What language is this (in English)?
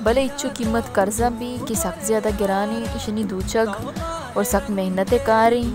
Baluchi